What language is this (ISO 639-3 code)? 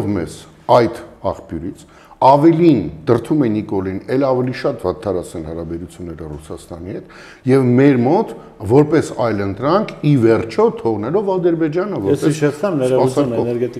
hye